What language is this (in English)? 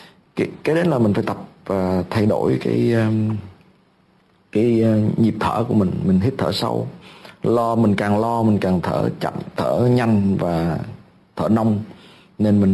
Vietnamese